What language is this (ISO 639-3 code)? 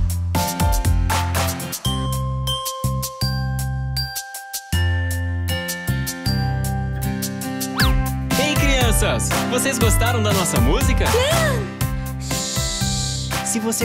por